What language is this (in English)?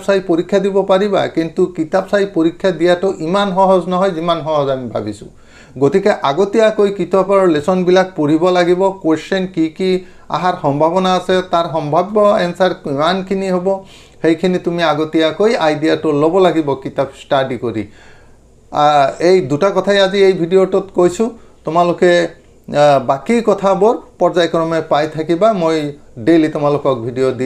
Assamese